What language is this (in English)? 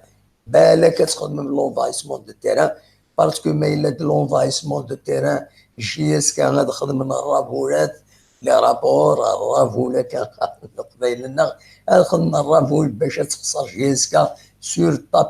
Kabyle